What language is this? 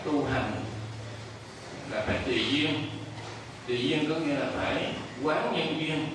Vietnamese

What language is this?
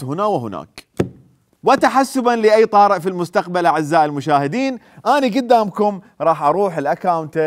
Mesopotamian Arabic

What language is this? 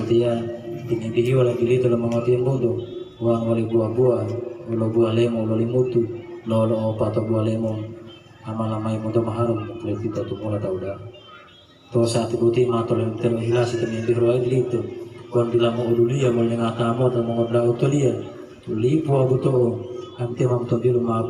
Gorontalo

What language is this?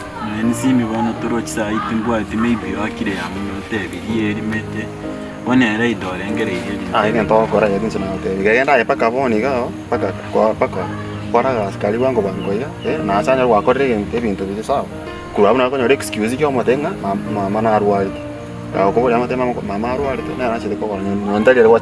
Gusii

